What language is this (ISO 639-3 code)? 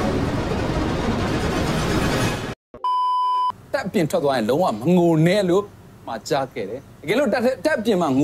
mya